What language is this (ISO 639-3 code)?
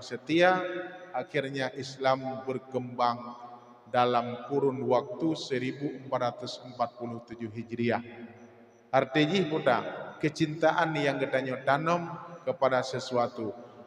ace